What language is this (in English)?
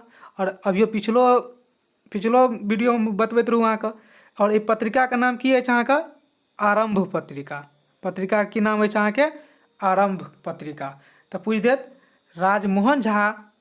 Maithili